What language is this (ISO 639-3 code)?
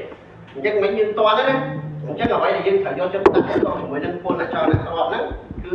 khm